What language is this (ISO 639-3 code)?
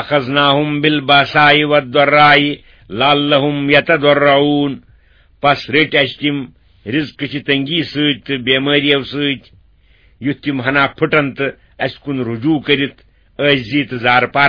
kas